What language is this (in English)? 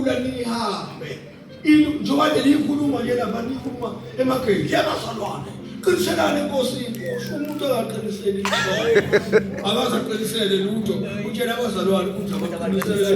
Zulu